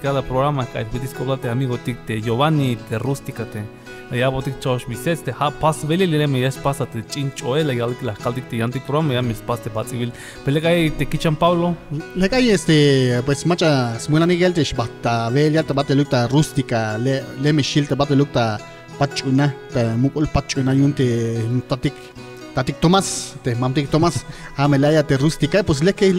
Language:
Tzeltal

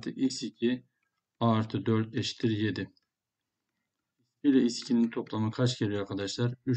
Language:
Turkish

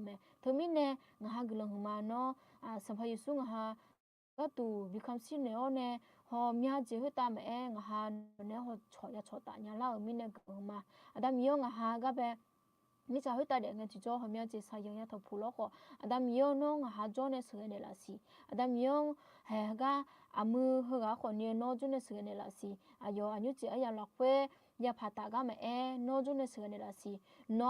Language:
Akha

